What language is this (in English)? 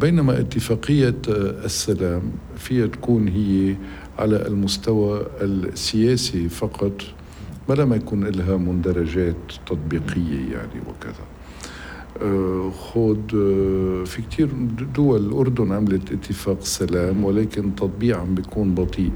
North Levantine Arabic